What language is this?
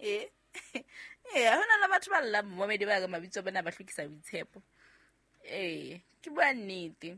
Southern Sotho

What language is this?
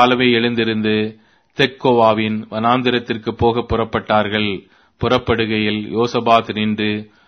Tamil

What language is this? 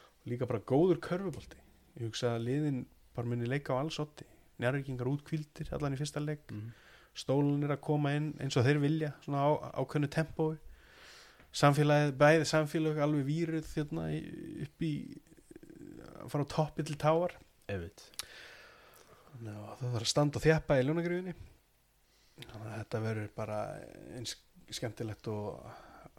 Icelandic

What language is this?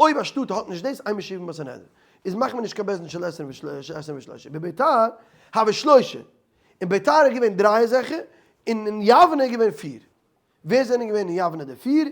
Yiddish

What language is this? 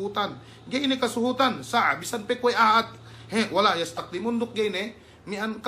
Yakan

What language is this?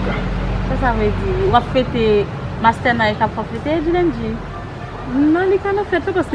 Haitian Creole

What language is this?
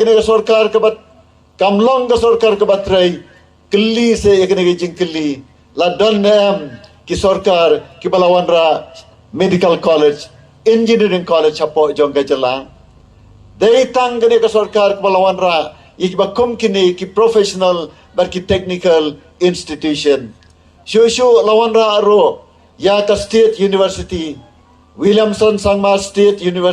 Khasi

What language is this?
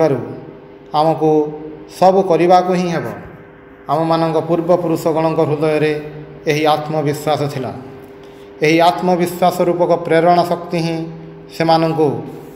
Odia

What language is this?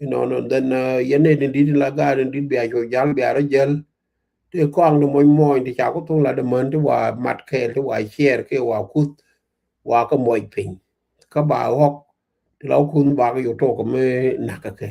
Nuer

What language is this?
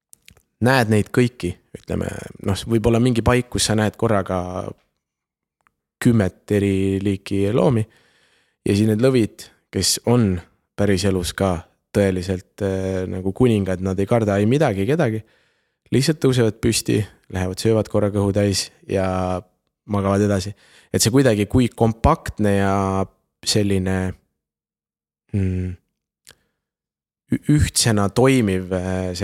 Estonian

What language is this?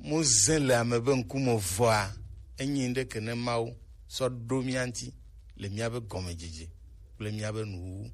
Gen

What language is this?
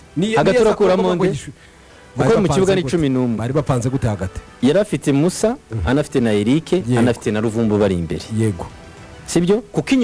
Kinyarwanda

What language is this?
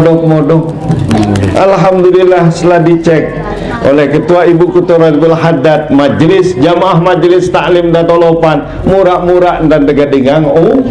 Sasak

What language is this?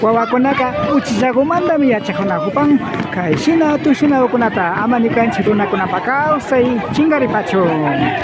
Imbabura Highland Quichua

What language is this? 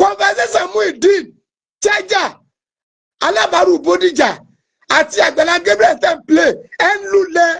Yoruba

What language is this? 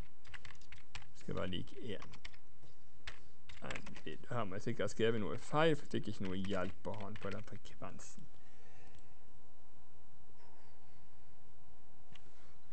Norwegian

